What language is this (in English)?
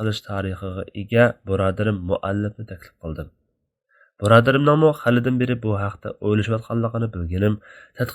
Uyghur